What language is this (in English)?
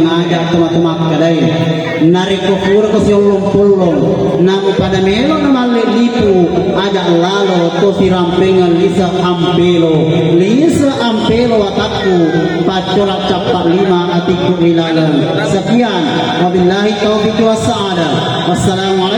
Buginese